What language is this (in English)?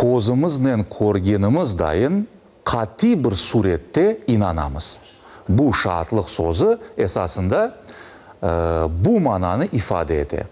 Crimean Tatar